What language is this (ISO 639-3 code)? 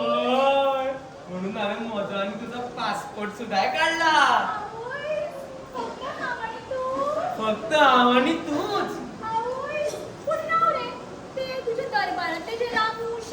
kok